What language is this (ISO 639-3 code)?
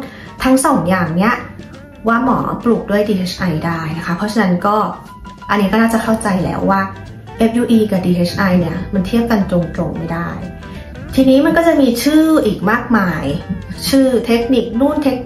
tha